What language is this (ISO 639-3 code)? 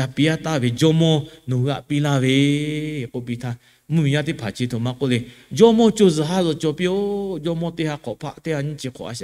lhu